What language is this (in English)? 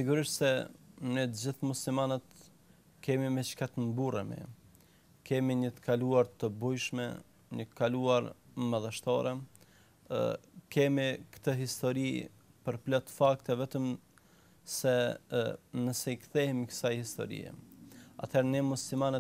Albanian